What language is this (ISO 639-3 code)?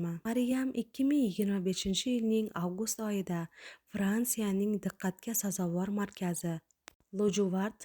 uzb